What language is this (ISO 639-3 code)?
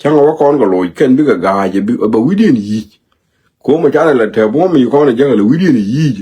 nus